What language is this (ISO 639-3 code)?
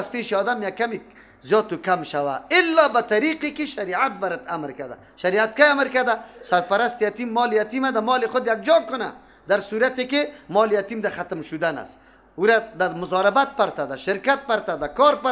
fas